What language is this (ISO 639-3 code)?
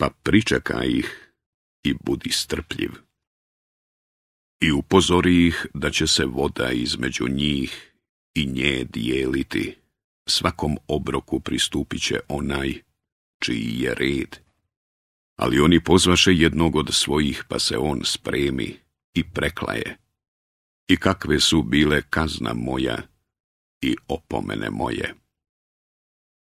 bos